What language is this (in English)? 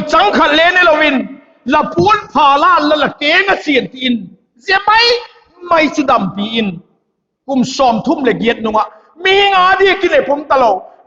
Vaiphei